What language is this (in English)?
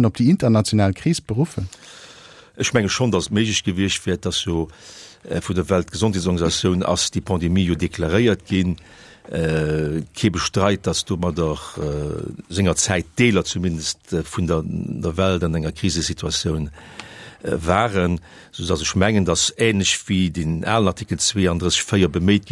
Luxembourgish